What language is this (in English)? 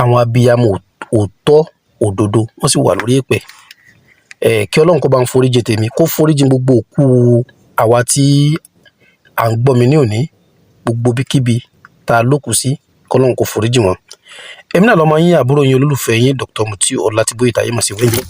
Yoruba